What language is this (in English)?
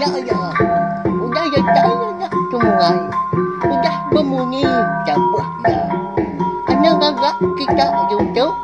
Iban